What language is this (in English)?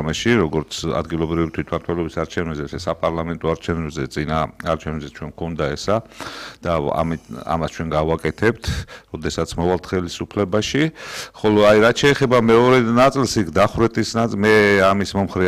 Georgian